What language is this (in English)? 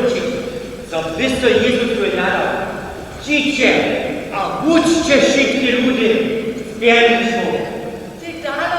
Upper Sorbian